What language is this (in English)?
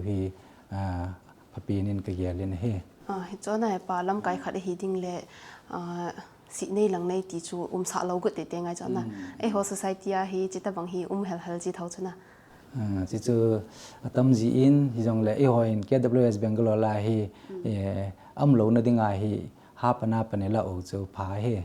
Thado Chin